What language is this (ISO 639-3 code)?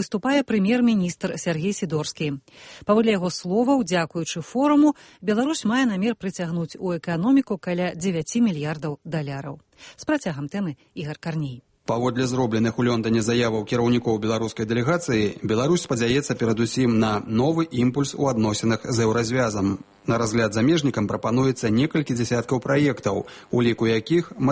bel